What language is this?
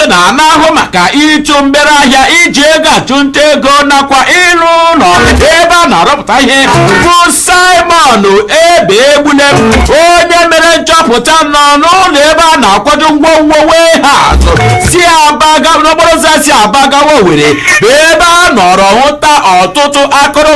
Igbo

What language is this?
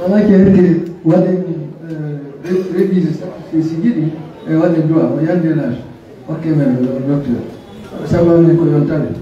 Fula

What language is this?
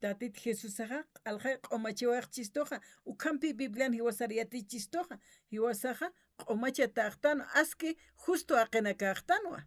Aymara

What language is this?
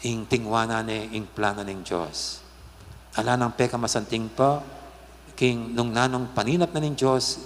Pampanga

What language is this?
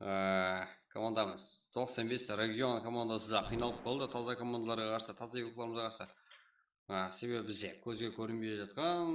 Kara-Kalpak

